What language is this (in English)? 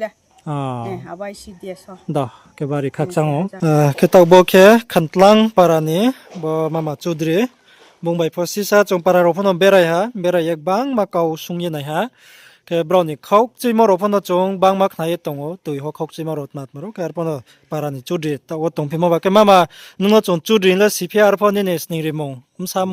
Riang (India)